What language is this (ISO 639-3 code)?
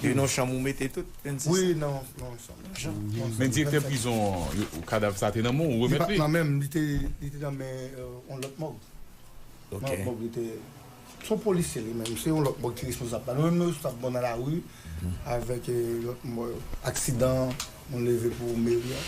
hat